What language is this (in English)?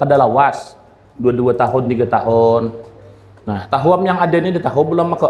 Banjar